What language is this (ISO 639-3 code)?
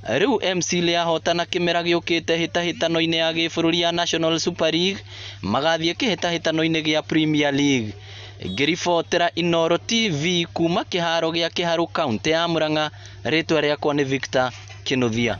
kik